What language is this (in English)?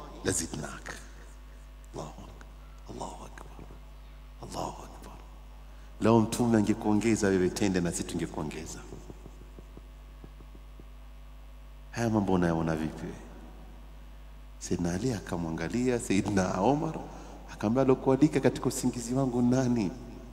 Swahili